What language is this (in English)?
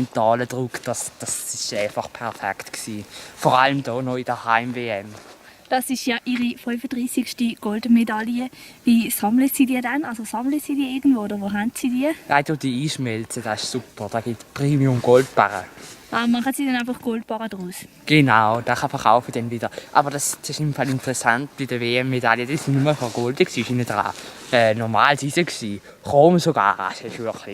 Swiss German